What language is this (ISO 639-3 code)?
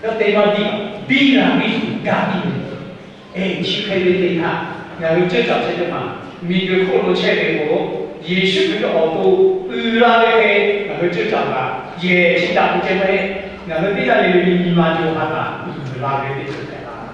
lhu